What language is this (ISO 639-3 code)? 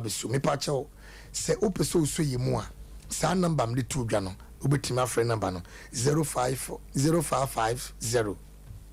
aka